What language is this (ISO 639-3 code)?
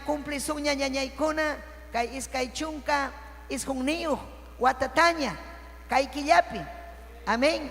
quy